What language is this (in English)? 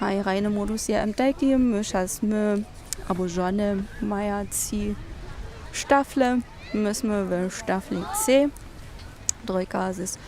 Upper Sorbian